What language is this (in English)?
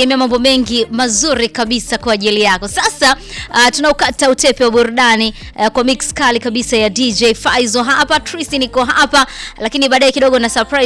Swahili